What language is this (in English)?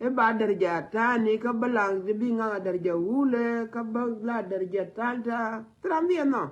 Nuer